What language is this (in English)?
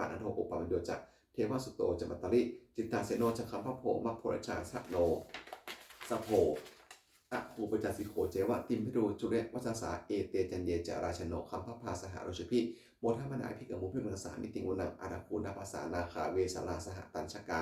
Pali